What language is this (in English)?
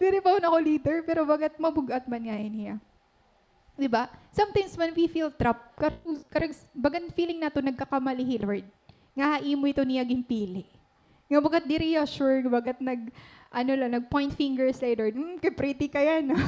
Waray